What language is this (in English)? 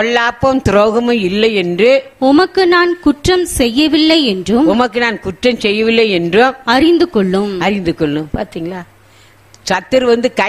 Tamil